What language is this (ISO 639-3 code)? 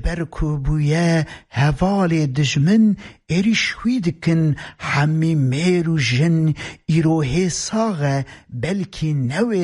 kur